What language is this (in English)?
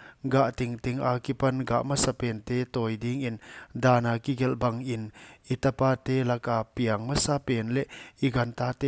Paite Chin